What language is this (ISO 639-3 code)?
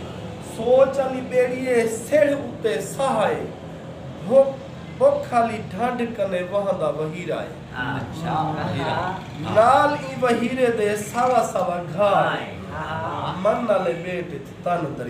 skr